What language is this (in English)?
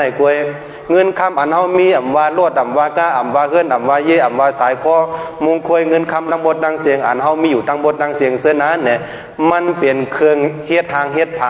Shan